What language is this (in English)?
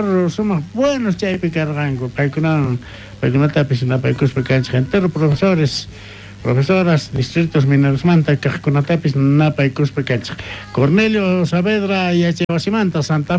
South Bolivian Quechua